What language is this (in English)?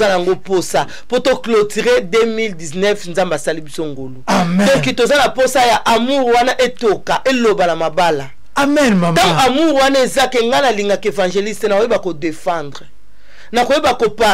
Lingala